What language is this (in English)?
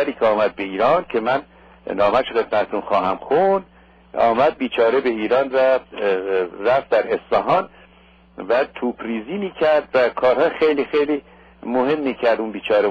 Persian